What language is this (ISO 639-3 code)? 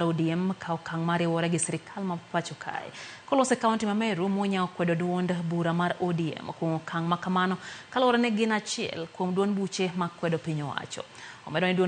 luo